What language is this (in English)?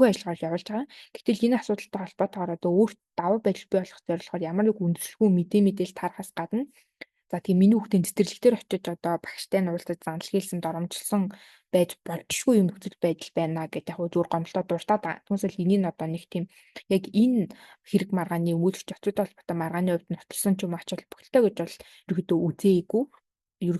Mongolian